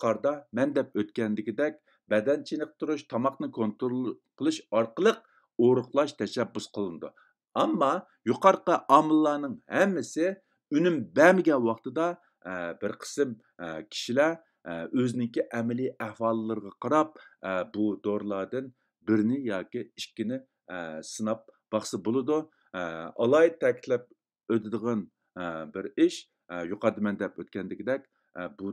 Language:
Uyghur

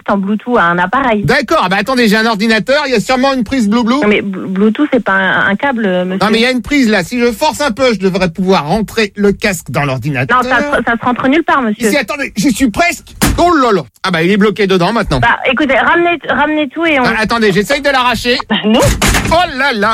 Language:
French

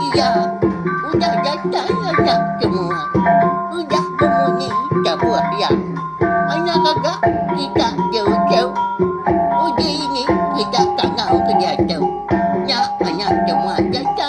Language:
Iban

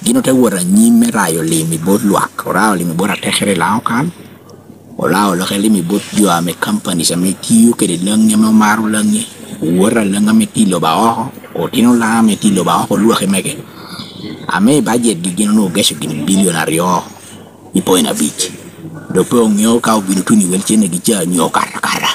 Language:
Lango (Uganda)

